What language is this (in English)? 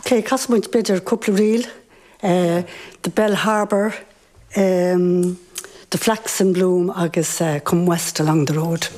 Irish